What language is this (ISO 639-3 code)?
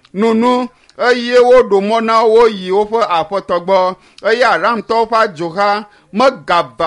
ewe